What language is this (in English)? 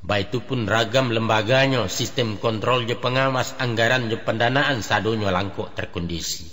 Minangkabau